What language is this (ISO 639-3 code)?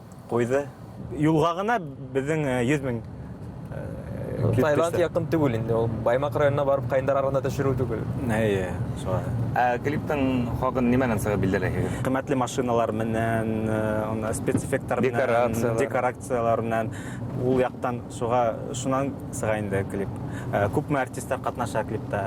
bak